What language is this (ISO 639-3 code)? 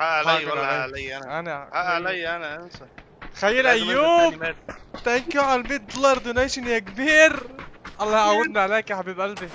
apc